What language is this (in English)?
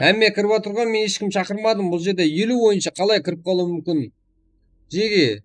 Kara-Kalpak